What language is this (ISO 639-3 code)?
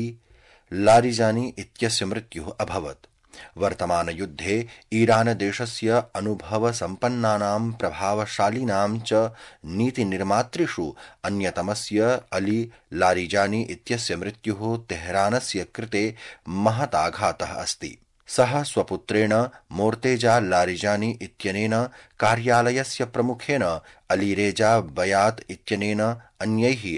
san